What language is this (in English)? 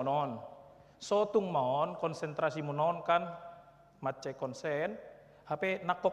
Batak Toba